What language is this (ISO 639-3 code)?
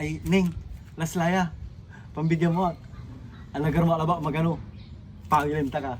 pag